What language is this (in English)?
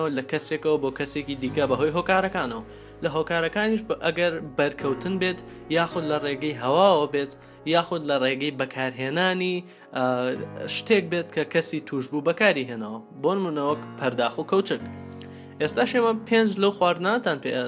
Central Kurdish